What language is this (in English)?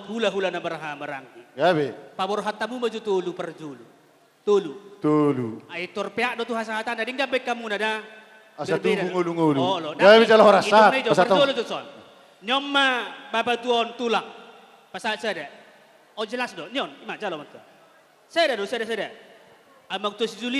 Batak Toba